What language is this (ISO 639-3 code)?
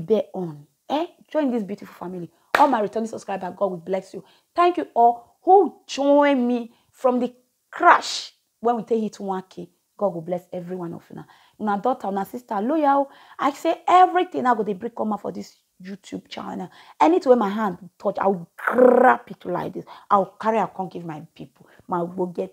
pcm